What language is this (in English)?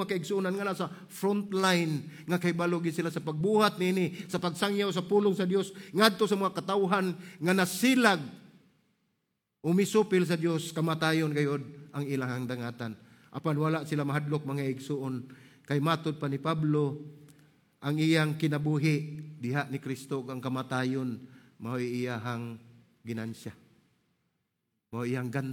Cebuano